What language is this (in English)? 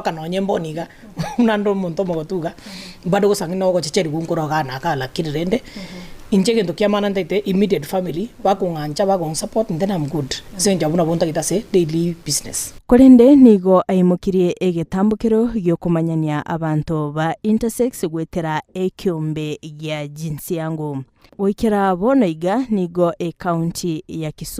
Gusii